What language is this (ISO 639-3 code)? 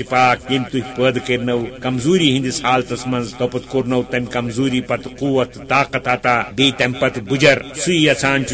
kas